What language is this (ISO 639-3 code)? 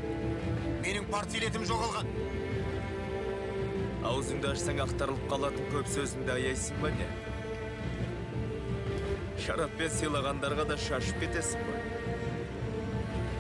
kaz